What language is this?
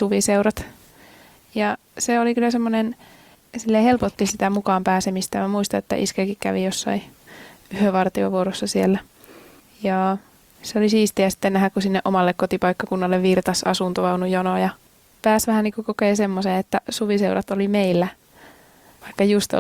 Finnish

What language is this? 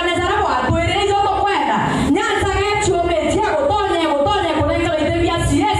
Meru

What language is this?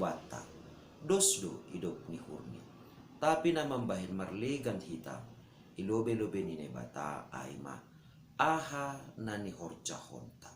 Batak Simalungun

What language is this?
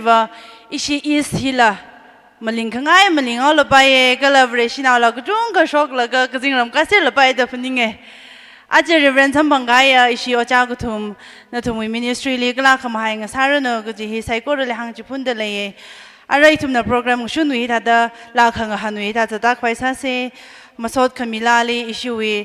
Tangkhul Naga (India)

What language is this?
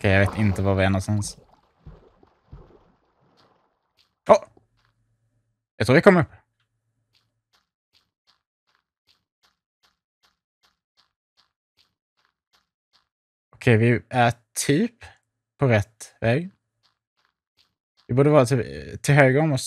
Swedish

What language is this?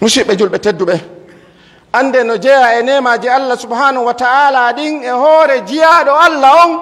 Fula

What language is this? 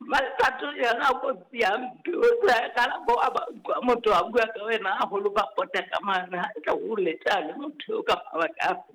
Southern Sotho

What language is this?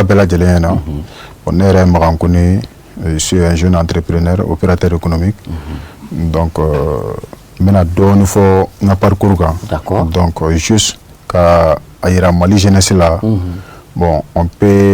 Bambara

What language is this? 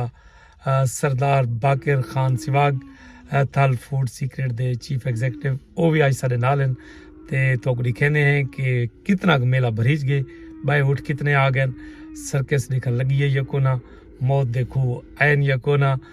Saraiki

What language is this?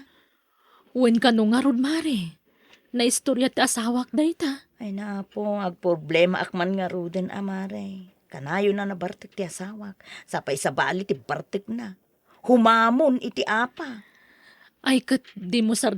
Iloko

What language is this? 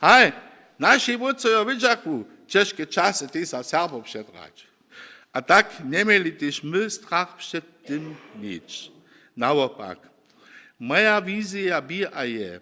Upper Sorbian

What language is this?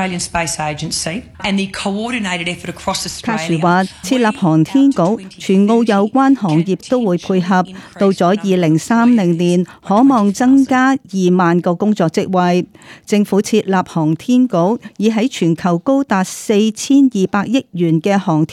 Cantonese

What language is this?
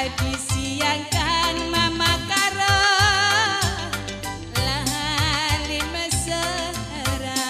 Batak Karo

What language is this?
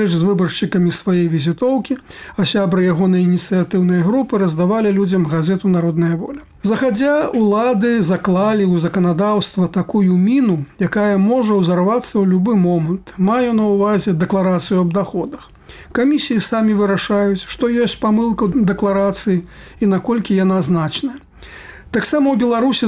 Belarusian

